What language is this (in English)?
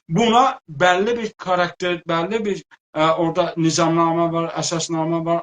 South Azerbaijani